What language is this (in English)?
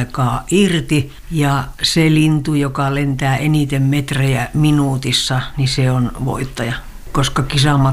Finnish